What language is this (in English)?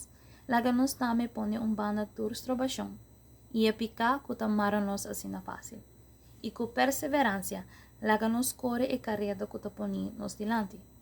Papiamento